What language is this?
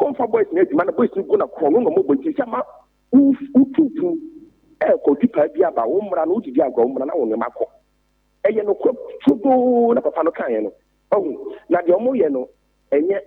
Akan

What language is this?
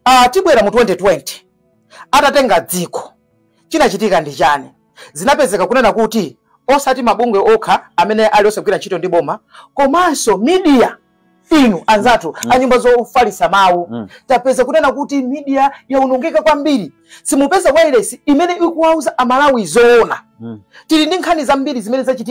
Nyanja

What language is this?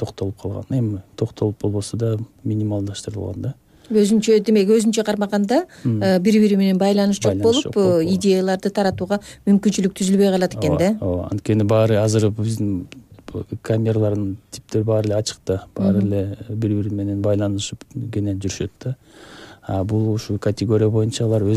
Kyrgyz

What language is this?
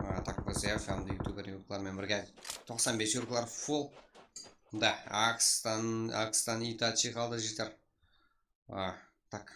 Kara-Kalpak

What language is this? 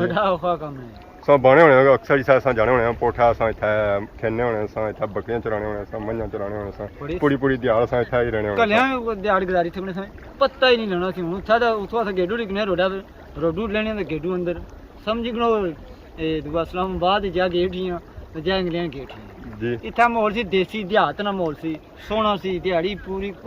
Pahari-Potwari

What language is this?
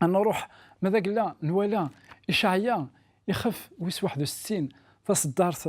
Kabyle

